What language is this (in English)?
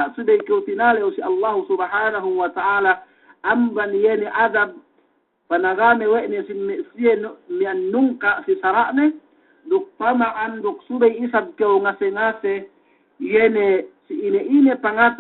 Yakan